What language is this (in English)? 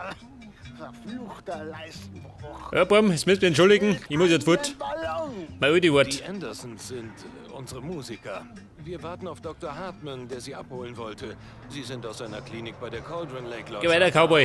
Bavarian